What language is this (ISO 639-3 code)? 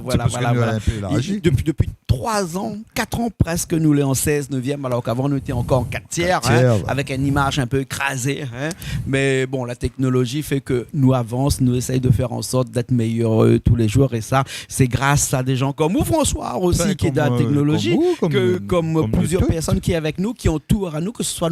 rcf